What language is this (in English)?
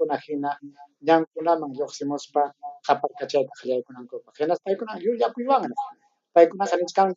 Ayacucho Quechua